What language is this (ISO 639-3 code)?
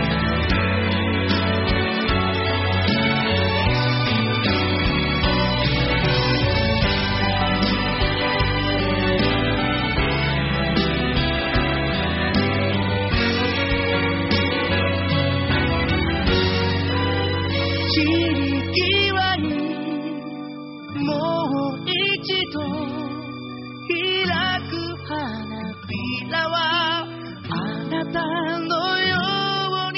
jpn